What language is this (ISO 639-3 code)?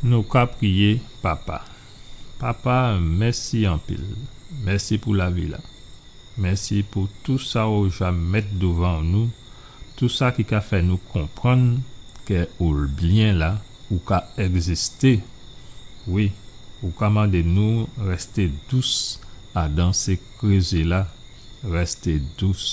gcf